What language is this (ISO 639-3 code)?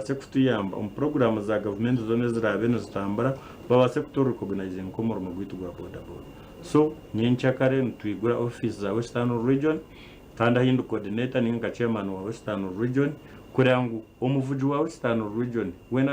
nyn